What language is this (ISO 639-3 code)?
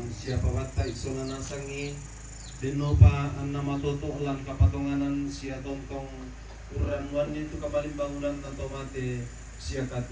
sda